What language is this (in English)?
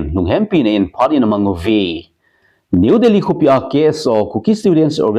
Thado Chin